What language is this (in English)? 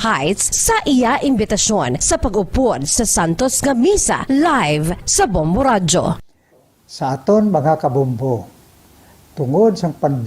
Hiligaynon